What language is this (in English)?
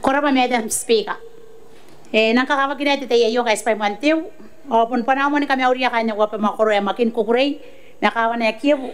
Gilbertese